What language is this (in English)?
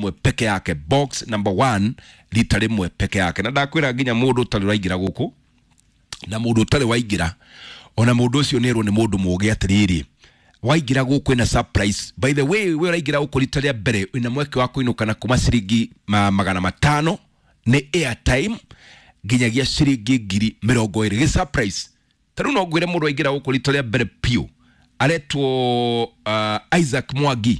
Kikuyu